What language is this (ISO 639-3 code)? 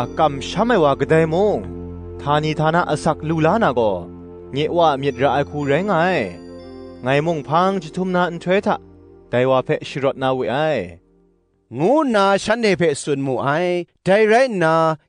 kac